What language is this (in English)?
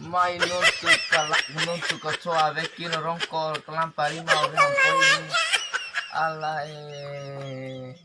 Bima